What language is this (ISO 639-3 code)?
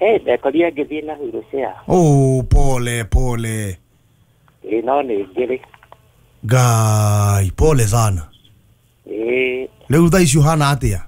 kik